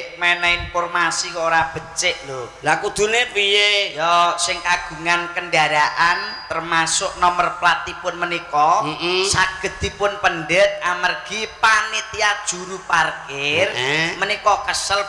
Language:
Javanese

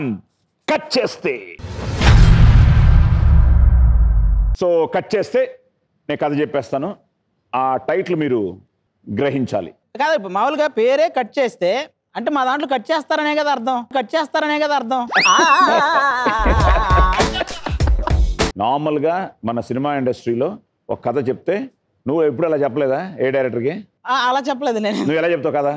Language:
Telugu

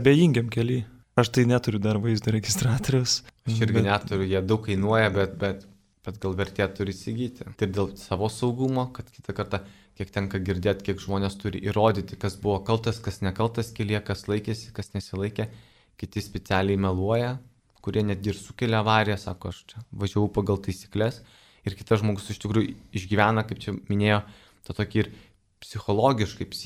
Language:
Lithuanian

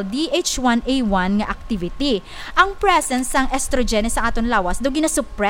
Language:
Hiligaynon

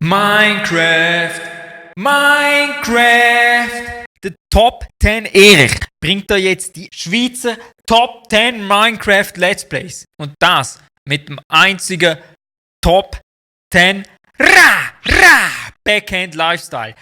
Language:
Swiss German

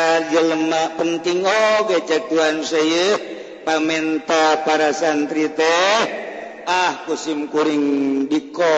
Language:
Sundanese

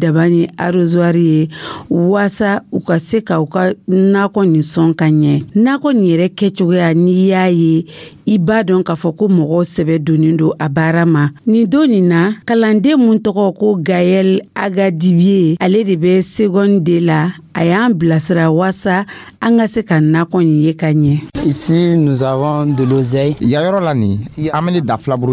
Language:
Dyula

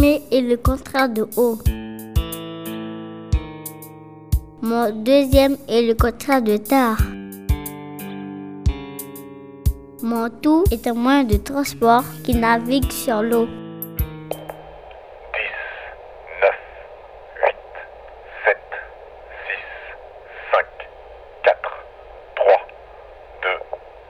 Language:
French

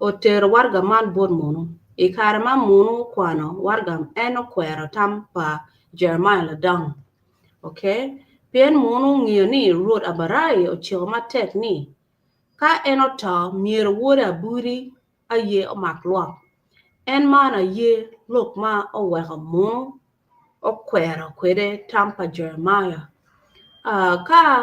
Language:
Acoli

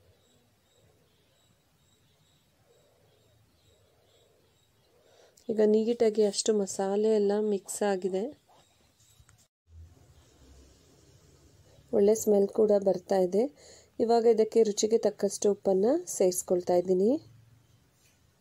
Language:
Kannada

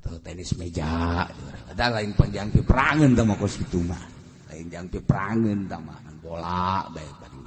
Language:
Sundanese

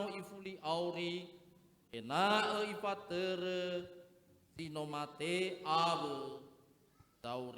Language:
Nias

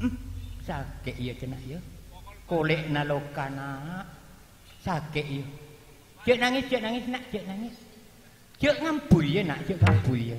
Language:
Madurese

